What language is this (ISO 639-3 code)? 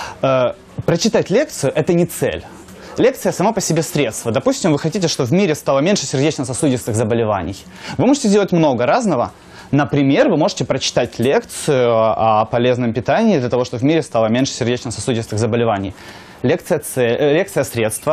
rus